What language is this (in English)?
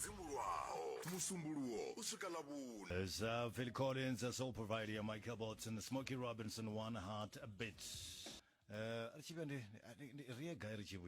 Venda